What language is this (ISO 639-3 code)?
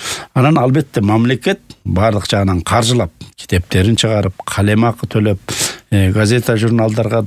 kir